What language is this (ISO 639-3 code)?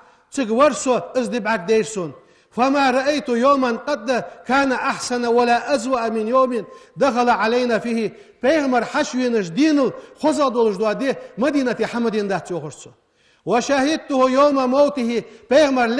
inh